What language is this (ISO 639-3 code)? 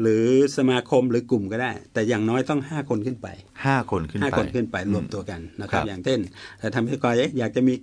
tha